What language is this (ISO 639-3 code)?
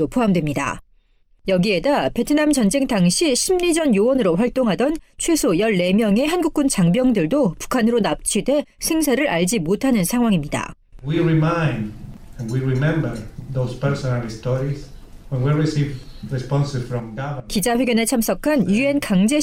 kor